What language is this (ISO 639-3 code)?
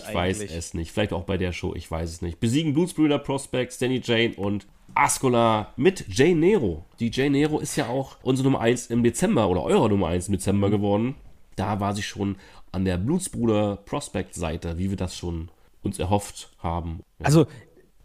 deu